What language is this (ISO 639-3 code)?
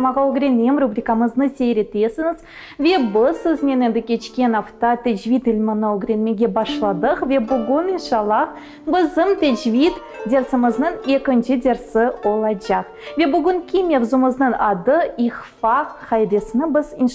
crh